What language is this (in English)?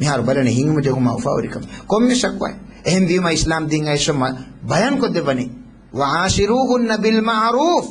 Divehi